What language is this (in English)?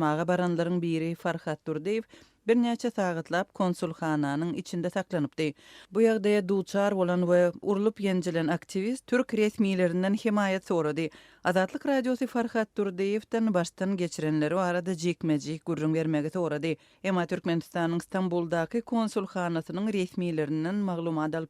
Turkmen